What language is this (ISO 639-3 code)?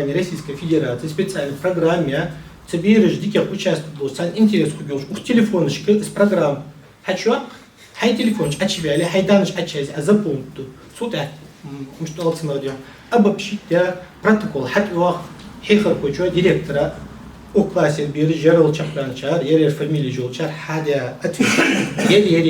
inh